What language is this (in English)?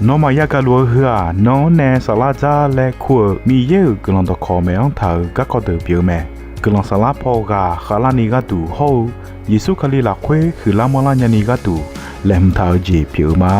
Akha